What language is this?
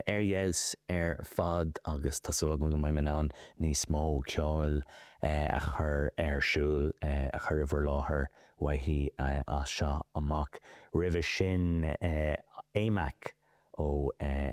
Irish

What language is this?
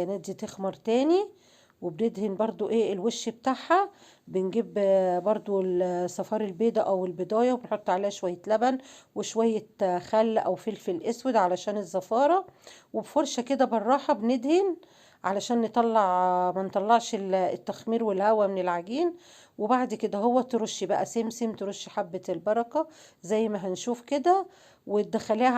Egyptian Arabic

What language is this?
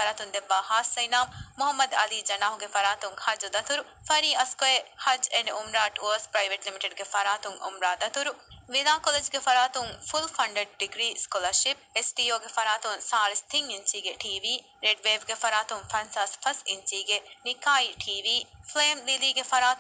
Divehi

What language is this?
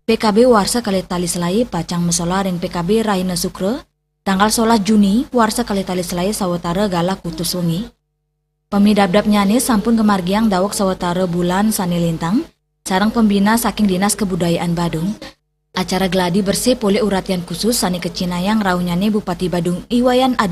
Balinese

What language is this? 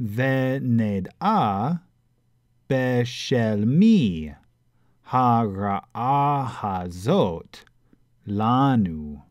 Latin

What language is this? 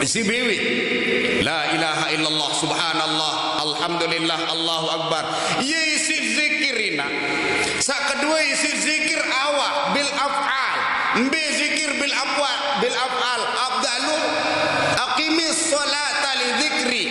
Sasak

